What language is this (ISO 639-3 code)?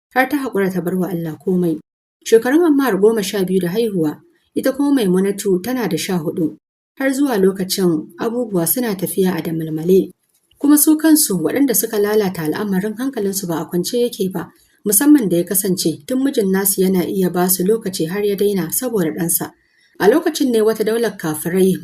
hau